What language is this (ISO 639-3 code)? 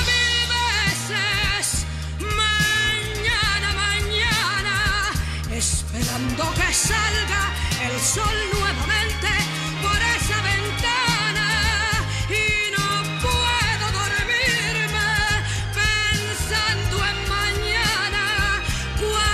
spa